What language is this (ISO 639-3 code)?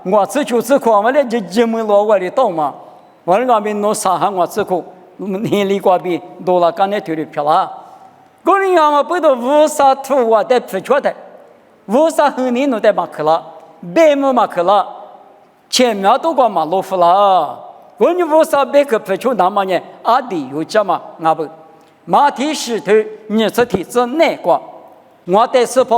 lis